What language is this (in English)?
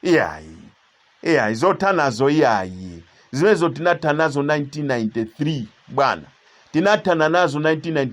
Nyanja